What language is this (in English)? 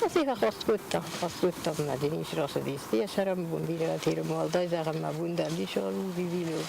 Ossetic